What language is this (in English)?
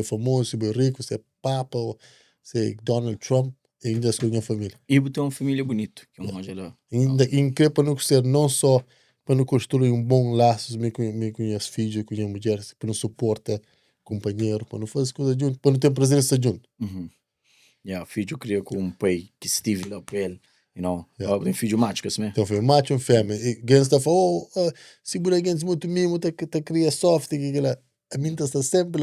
Kabuverdianu